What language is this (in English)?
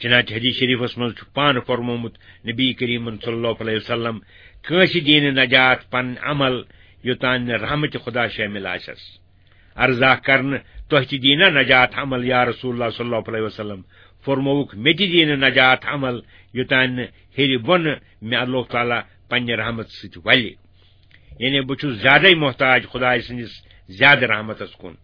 Kashmiri